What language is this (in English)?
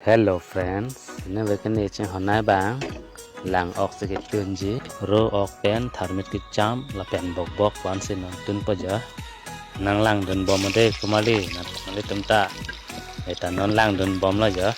Karbi